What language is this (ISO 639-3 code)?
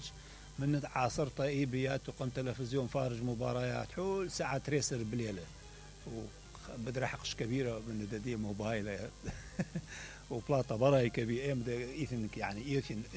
acm